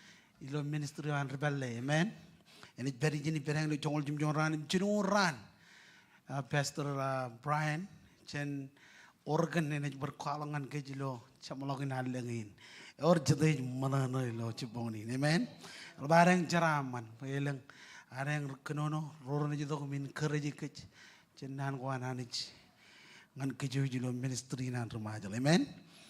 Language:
Marshallese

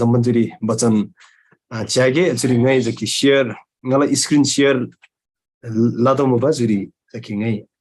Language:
Eastern Tamang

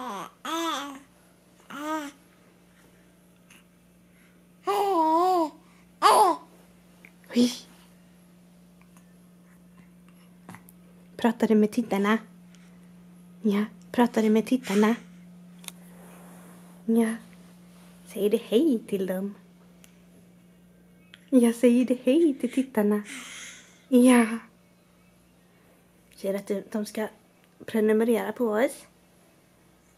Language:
Swedish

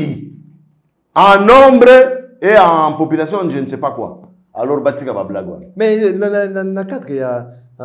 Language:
French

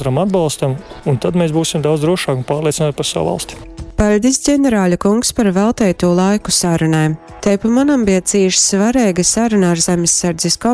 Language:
Latgalian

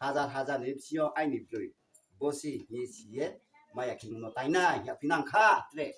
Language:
Riang (India)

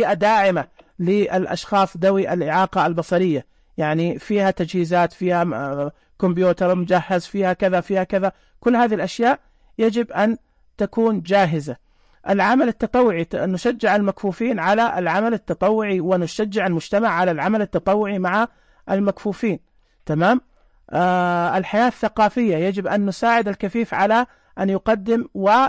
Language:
Najdi Arabic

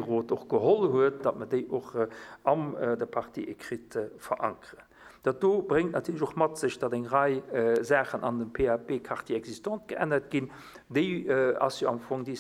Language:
Luxembourgish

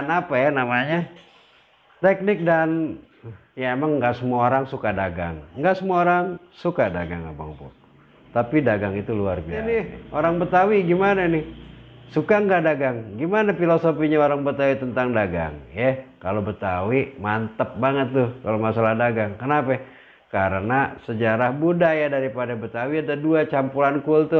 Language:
Betawi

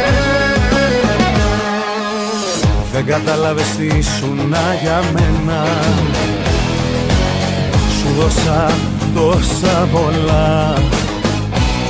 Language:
Greek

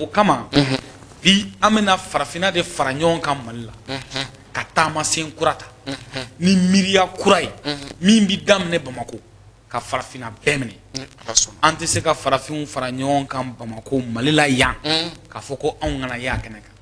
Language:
Bambara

